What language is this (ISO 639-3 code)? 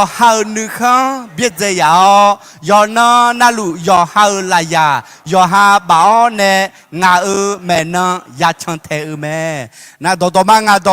ahk